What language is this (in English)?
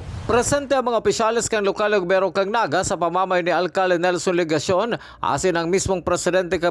Bikol